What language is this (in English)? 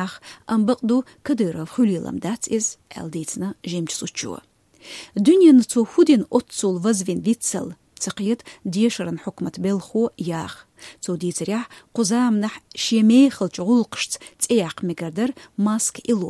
Chechen